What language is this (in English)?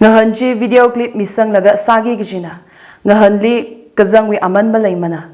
Tangkhul Naga (India)